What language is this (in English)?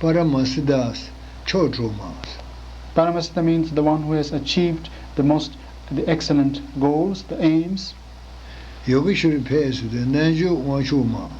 Tibetan